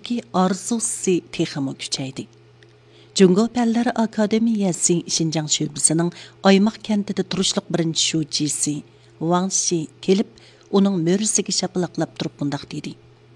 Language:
Uyghur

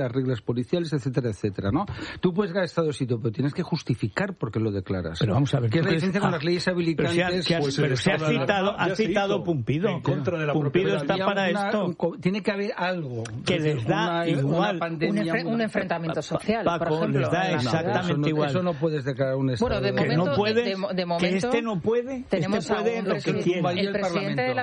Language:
Spanish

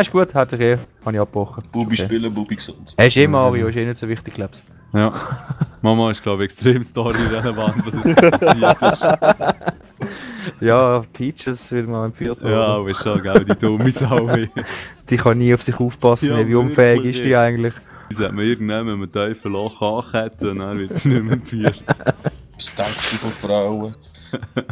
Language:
Swiss German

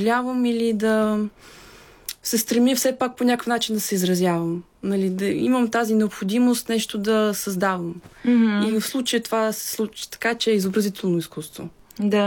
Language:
Bulgarian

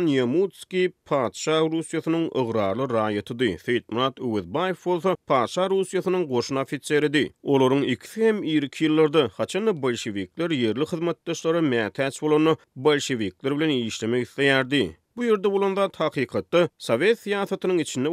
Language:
Turkmen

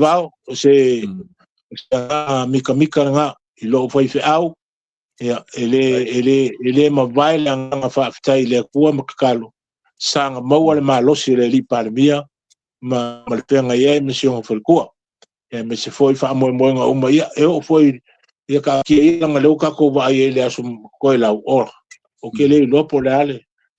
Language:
Samoan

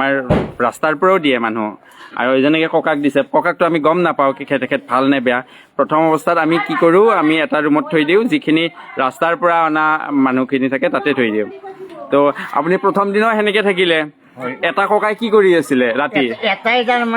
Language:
Assamese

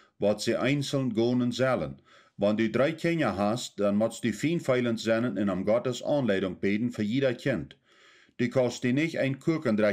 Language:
Plautdietsch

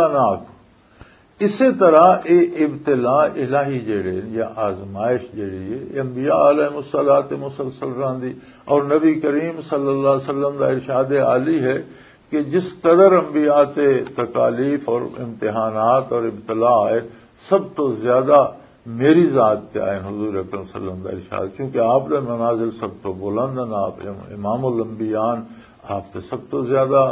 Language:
Western Panjabi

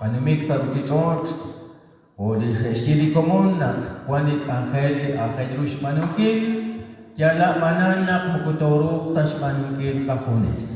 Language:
Kekchí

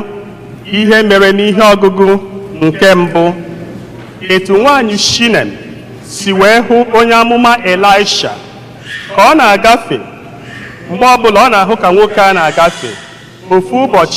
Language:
Igbo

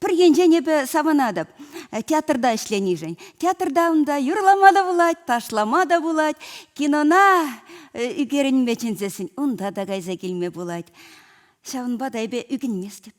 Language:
Chuvash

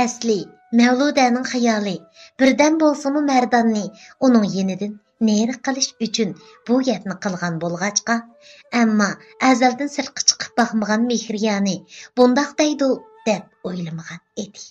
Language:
Uyghur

